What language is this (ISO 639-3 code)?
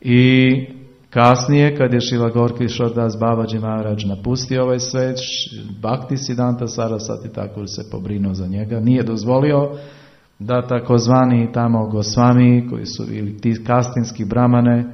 srp